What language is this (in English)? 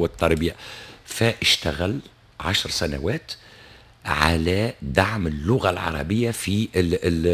Tunisian Arabic